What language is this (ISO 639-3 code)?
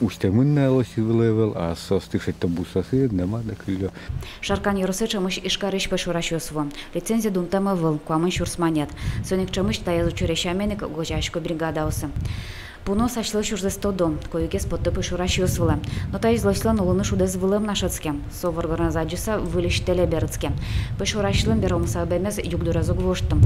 udm